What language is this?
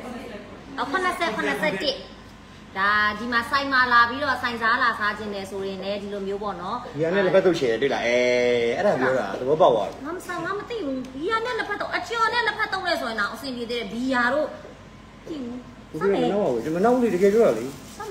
Burmese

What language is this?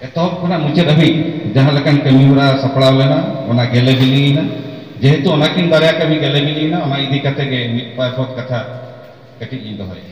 Santali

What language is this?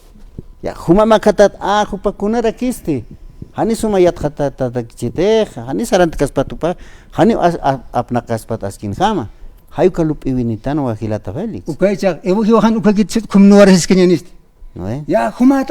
Aymara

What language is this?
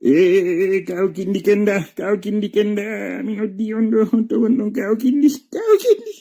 Fula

